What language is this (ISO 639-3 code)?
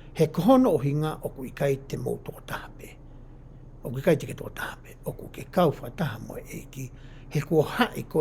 ton